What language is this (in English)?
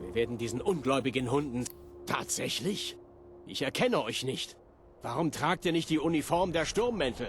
Bavarian